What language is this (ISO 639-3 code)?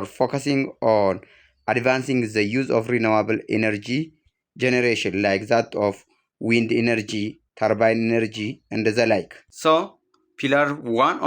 eng